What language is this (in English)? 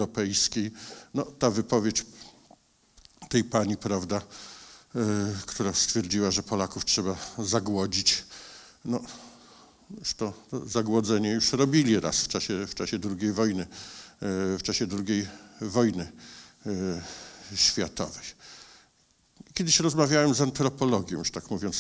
Polish